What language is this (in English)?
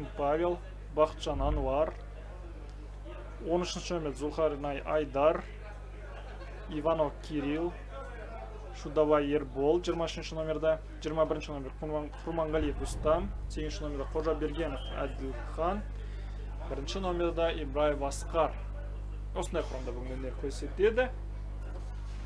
Kazakh